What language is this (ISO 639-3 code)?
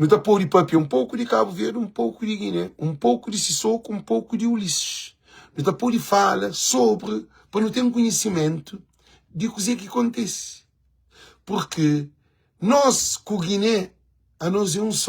kea